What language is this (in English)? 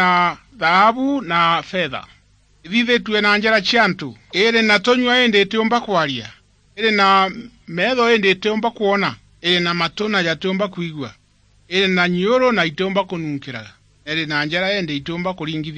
Meru